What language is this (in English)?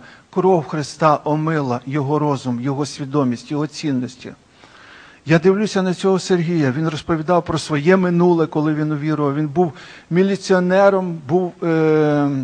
Ukrainian